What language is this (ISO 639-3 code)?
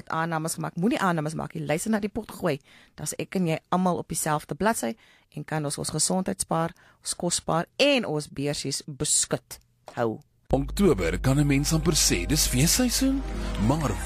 afr